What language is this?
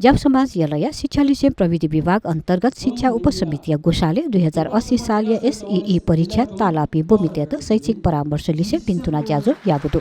Newari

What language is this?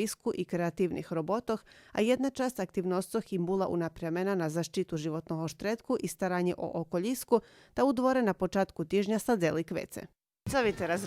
Rusyn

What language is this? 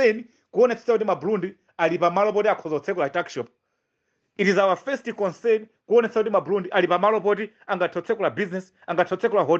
Nyanja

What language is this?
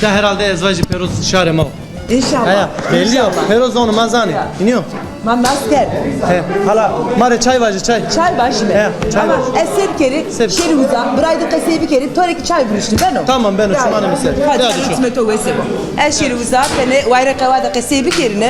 Zaza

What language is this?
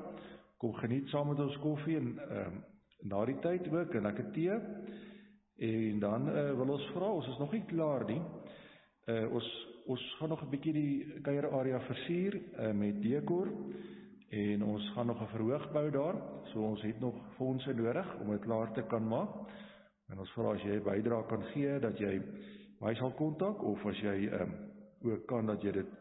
Afrikaans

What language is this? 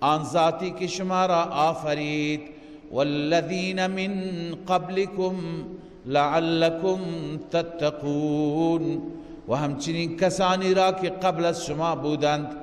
Persian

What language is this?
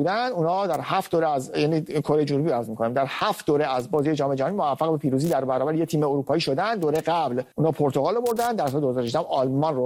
Persian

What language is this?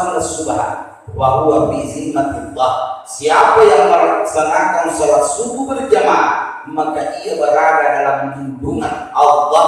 Buginese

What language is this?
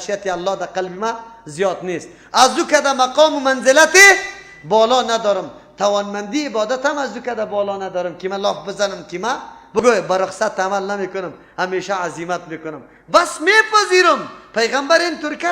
Persian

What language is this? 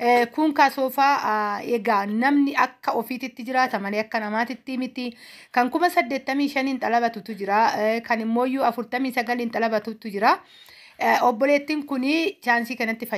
Oromo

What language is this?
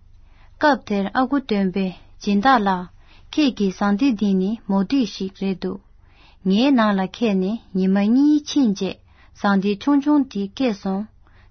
Tibetan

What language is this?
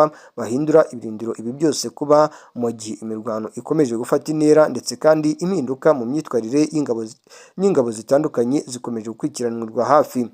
Kinyarwanda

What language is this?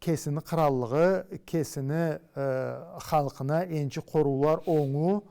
Karachay-Balkar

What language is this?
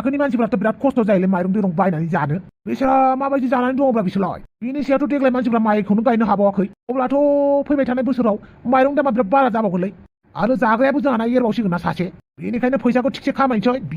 Bodo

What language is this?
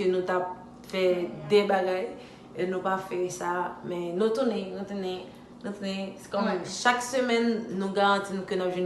Haitian Creole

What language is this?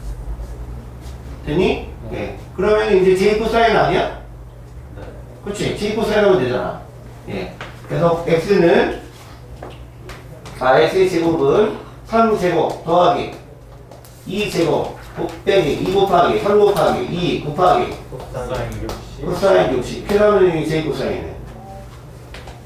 Korean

